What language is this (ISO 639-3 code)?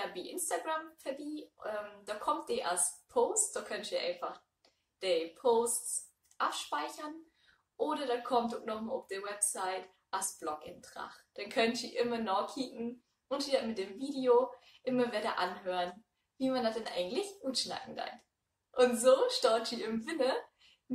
nds